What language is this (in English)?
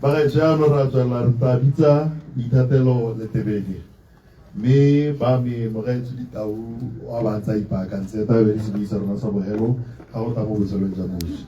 Tswana